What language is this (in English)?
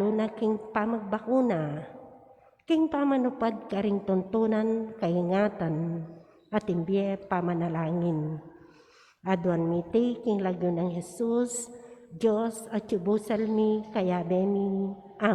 Pampanga